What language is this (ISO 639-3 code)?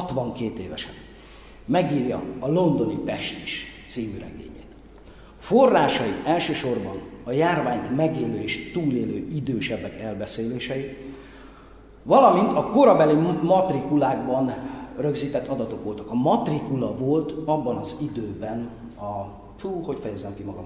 hun